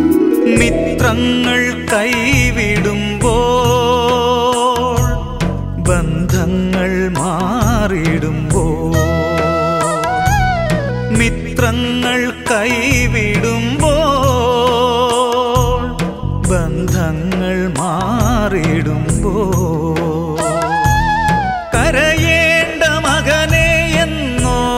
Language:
Malayalam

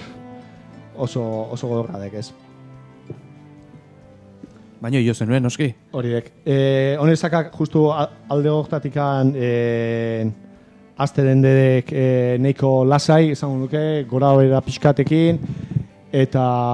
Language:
Basque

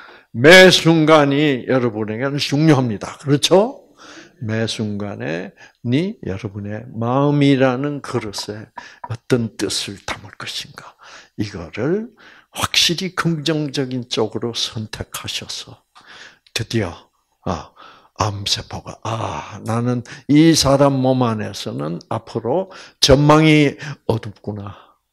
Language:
Korean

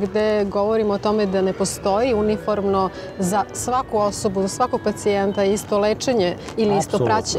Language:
Serbian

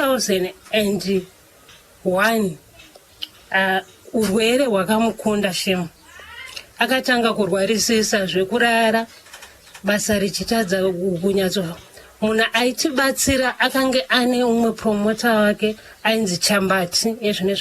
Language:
Shona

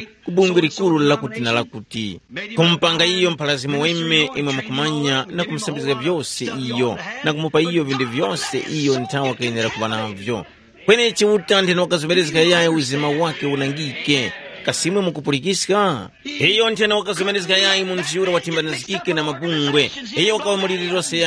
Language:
Tumbuka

